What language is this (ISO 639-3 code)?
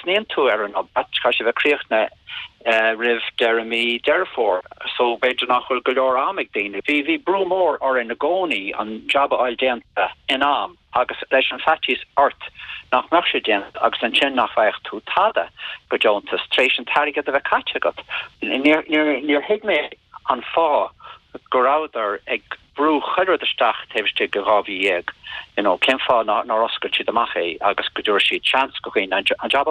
gle